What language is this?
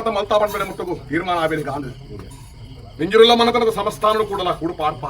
Tulu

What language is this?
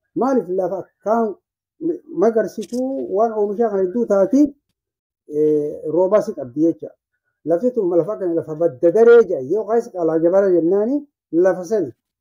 Oromo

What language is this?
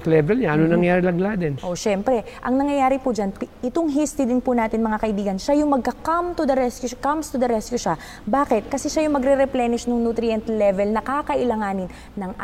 Filipino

